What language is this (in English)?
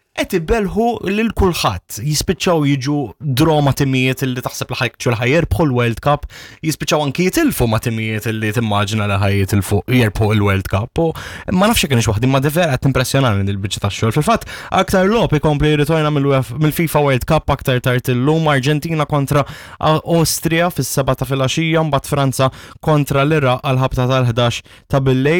Maltese